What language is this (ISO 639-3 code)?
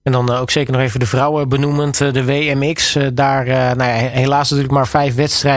nld